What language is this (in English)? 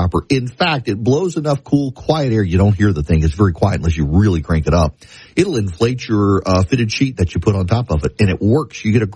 English